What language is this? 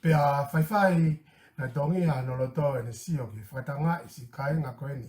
Tongan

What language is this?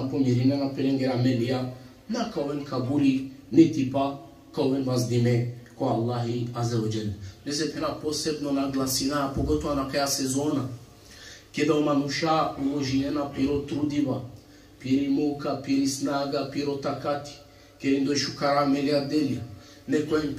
Balkan Romani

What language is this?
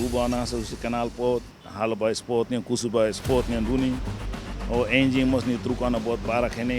Tetum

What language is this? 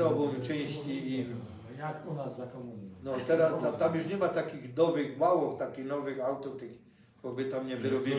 Silesian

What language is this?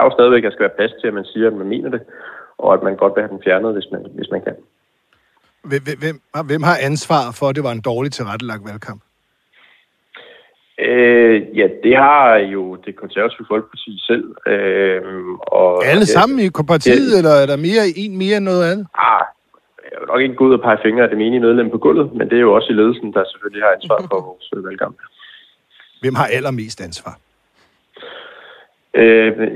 Danish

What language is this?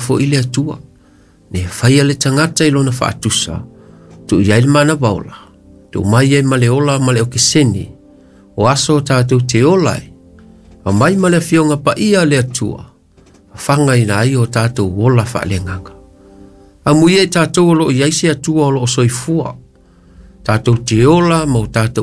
Samoan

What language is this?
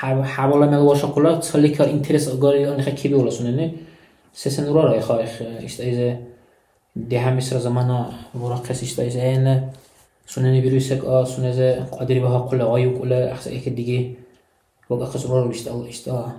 Dargwa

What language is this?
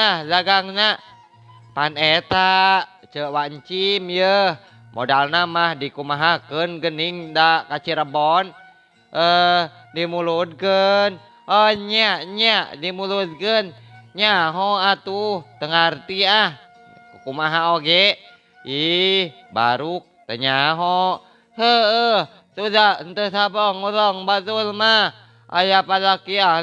Sundanese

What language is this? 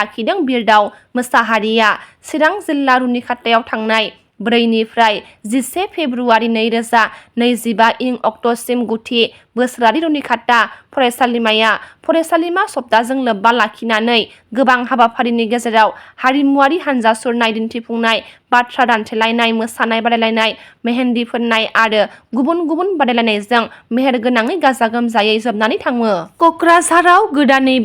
Bodo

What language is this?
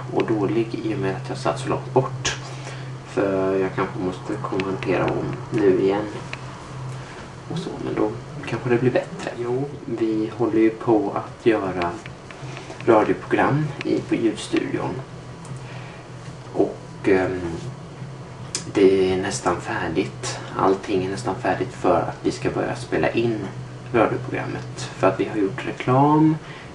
Swedish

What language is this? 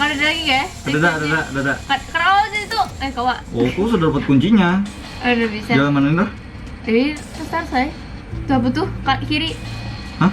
Banjar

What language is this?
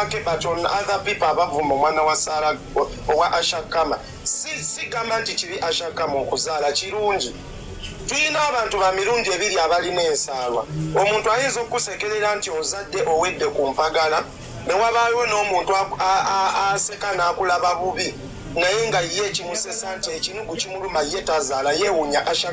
Ganda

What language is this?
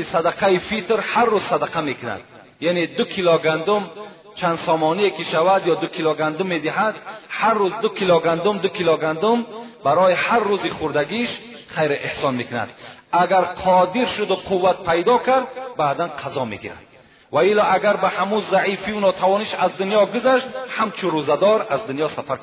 Tajik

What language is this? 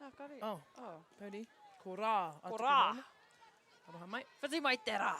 Māori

